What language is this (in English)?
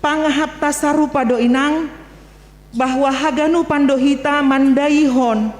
Batak Simalungun